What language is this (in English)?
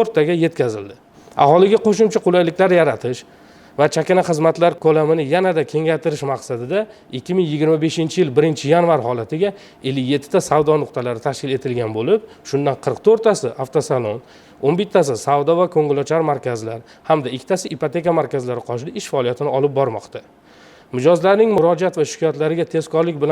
Uzbek